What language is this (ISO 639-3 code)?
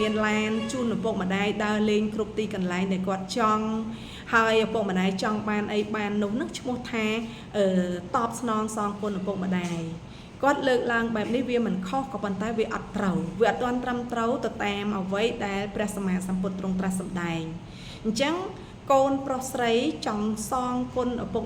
khm